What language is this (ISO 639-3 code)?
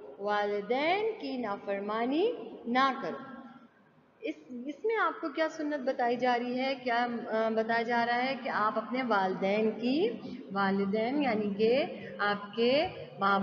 urd